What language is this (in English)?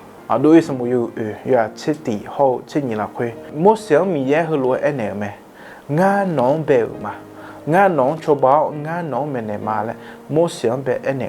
Akha